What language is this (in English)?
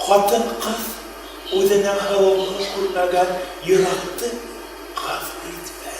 Bashkir